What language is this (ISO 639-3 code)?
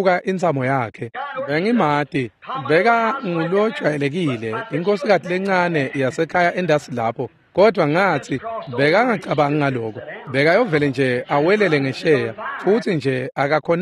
ssw